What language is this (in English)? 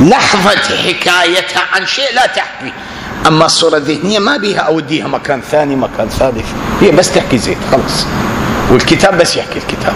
Mesopotamian Arabic